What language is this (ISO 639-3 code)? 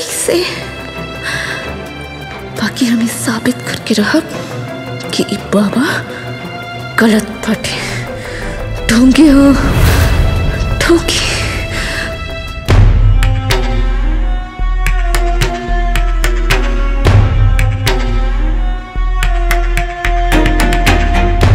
bho